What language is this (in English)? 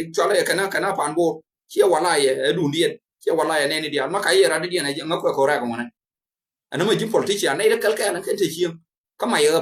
Nuer